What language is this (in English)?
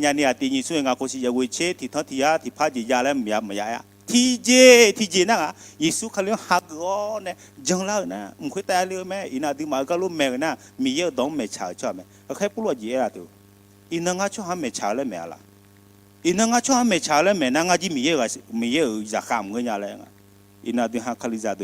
Akha